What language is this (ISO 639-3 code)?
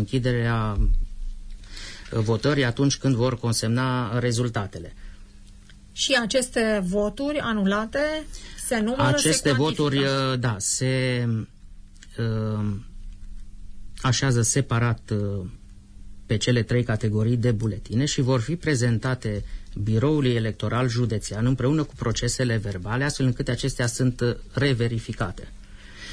ron